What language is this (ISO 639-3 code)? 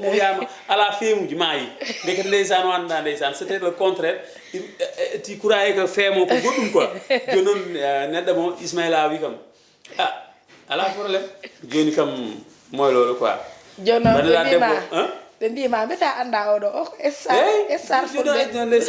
ful